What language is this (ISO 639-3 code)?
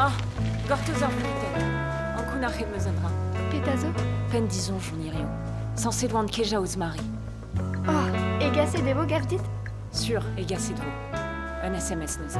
bre